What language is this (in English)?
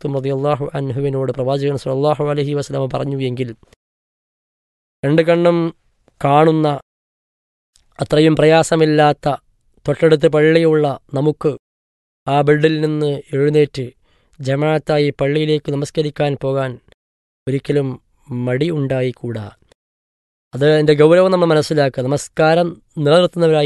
Malayalam